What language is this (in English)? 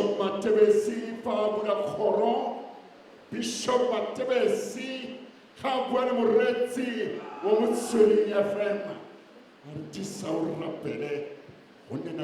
Tswana